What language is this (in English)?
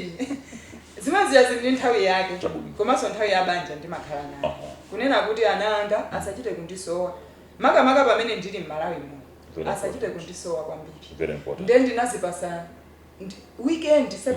Nyanja